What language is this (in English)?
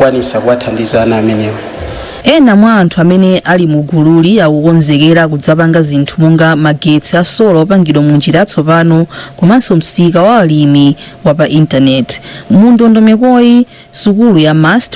Nyanja